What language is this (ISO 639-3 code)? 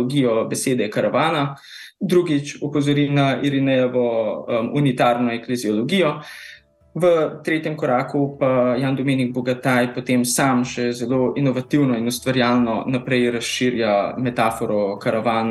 slv